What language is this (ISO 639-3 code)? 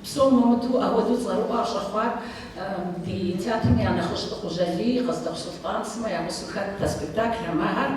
kbd